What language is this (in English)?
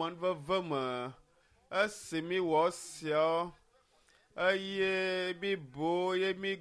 Ewe